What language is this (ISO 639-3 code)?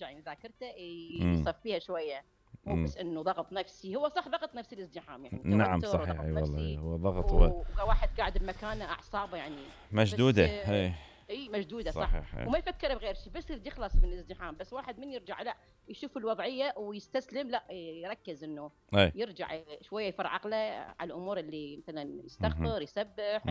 acm